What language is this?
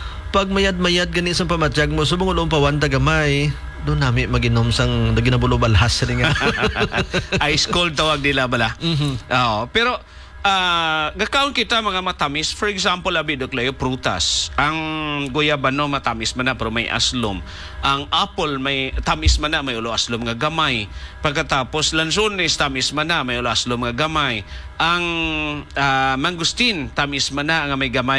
Hiligaynon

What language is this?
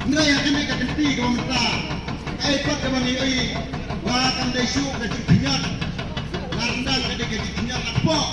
Khasi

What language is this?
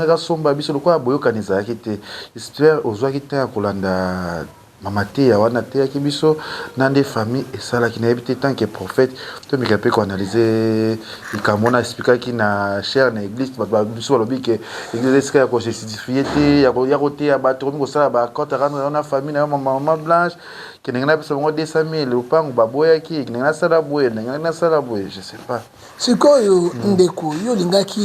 Lingala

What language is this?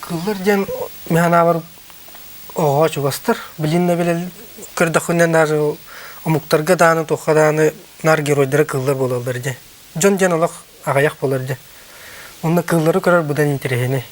Yakut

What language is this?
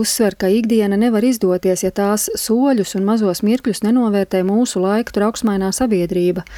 Latvian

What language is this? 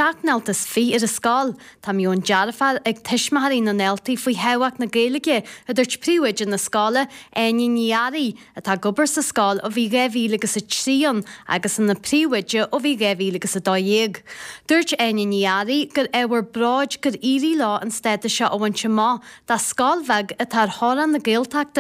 Irish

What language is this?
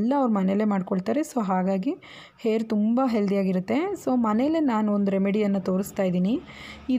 Kannada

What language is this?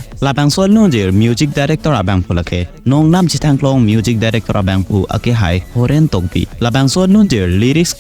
Karbi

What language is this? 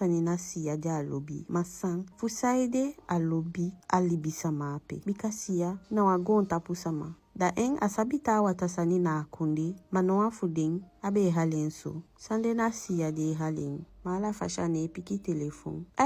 Eastern Maroon Creole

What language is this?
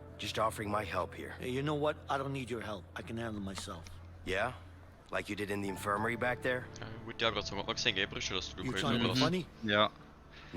Bavarian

